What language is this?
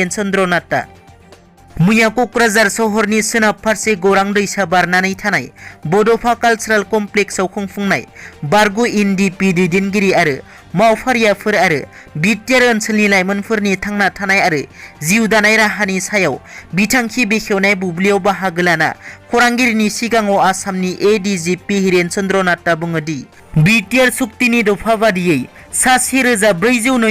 Bodo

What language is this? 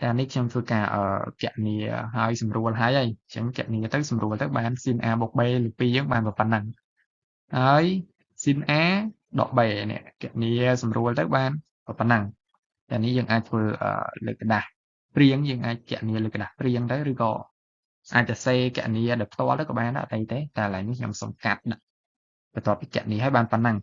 Khmer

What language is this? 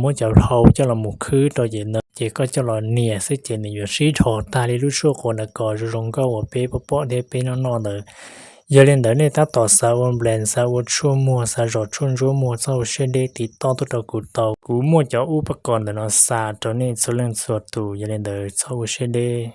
Hmong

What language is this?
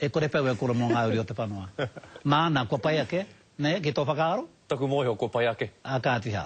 Māori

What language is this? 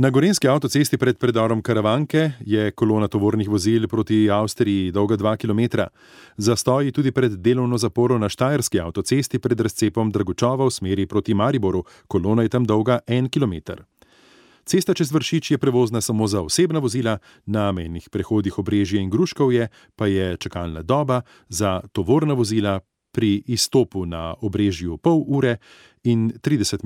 Slovenian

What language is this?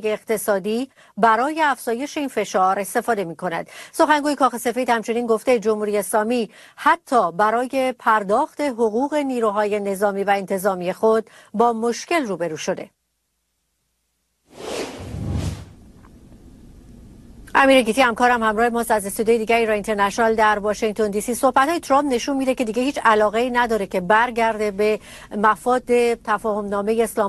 Persian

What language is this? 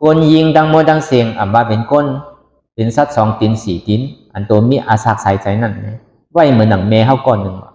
Shan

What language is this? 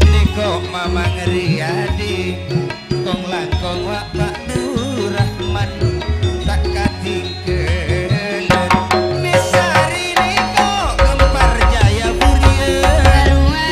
Madurese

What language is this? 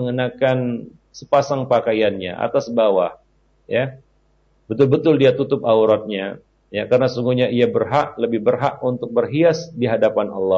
Indonesian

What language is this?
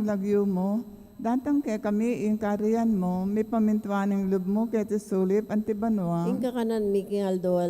Pampanga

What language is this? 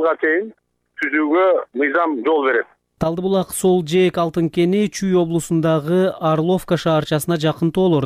Kyrgyz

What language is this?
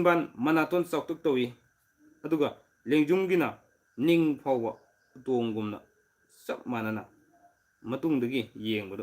Manipuri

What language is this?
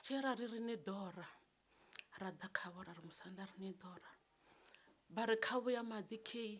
Venda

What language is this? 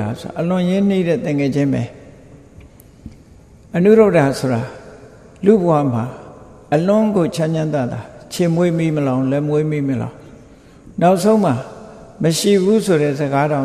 Burmese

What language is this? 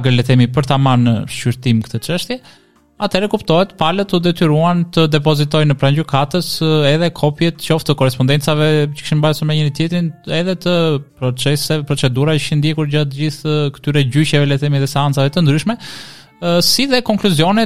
Albanian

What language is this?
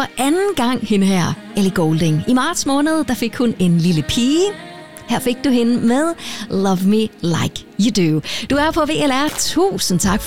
Danish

